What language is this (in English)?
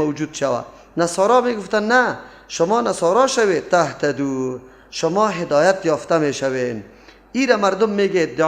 Persian